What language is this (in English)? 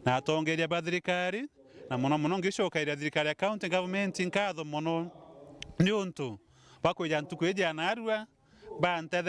Meru